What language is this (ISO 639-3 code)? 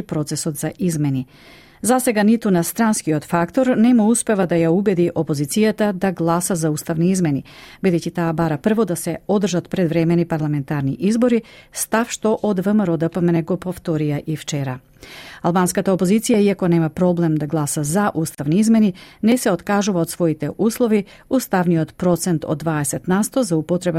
mkd